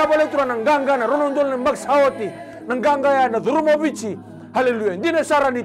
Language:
Fijian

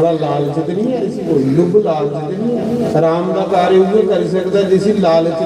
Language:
Dogri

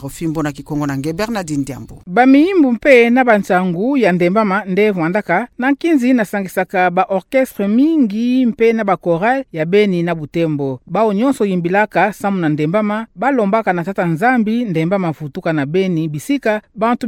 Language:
Kituba (Democratic Republic of Congo)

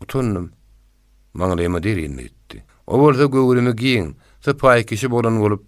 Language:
Turkmen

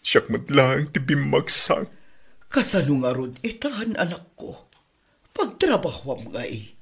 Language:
Iloko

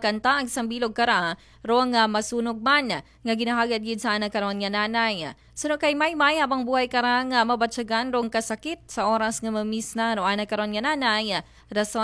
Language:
Aklanon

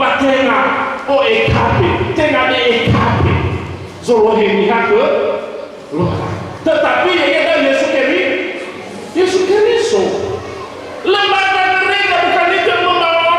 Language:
Nias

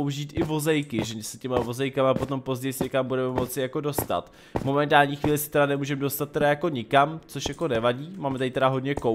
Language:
Czech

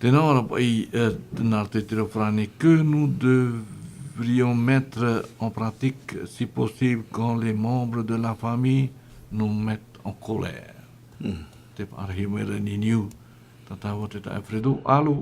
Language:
Tahitian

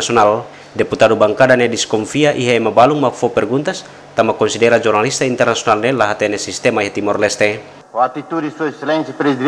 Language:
Tetum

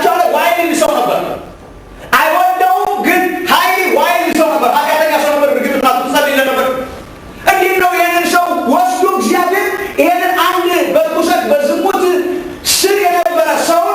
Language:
Amharic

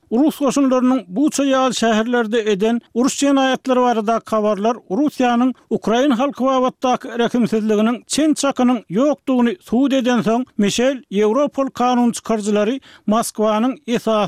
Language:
Turkmen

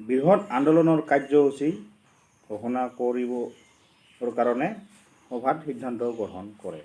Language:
Assamese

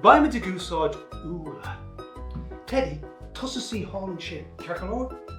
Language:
Irish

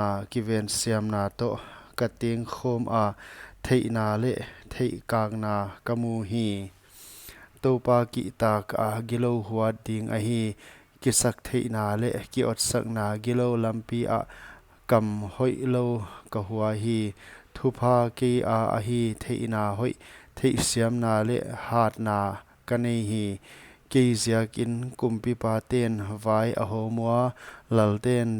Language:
Paite Chin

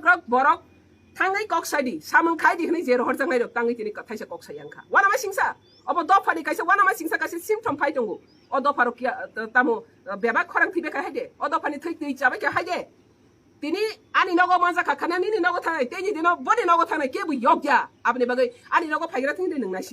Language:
Riang (India)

